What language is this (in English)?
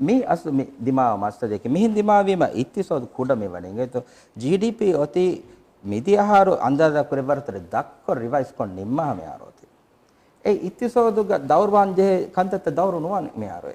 Divehi